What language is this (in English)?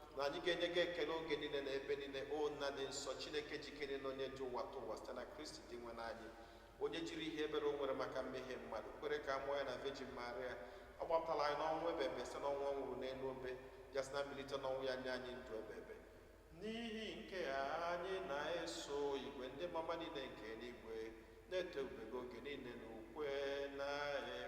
Igbo